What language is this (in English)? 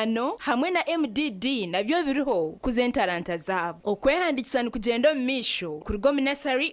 Nyankole